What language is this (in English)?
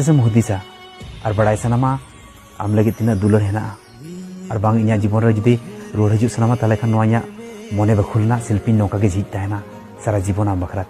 Santali